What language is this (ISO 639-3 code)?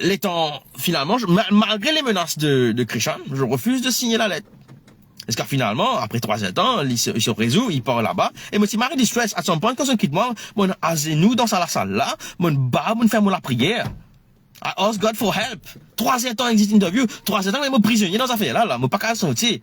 mfe